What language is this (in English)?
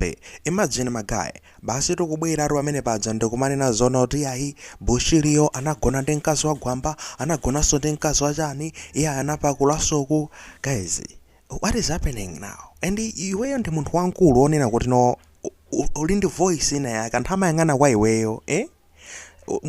Nyanja